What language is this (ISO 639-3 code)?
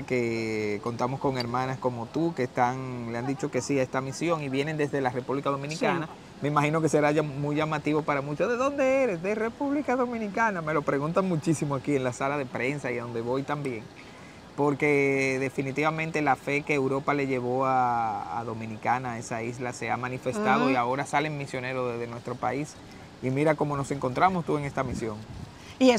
spa